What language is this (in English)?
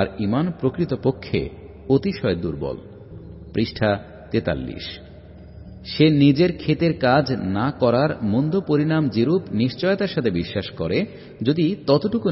Bangla